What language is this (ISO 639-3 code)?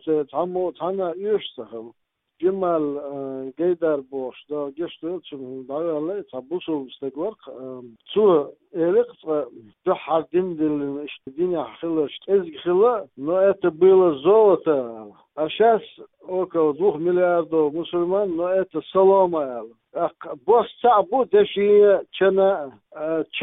che